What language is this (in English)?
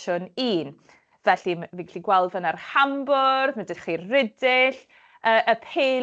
Welsh